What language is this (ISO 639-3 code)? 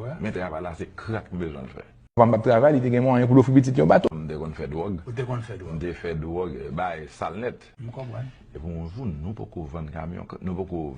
hat